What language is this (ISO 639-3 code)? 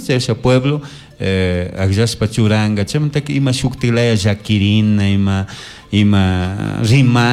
qug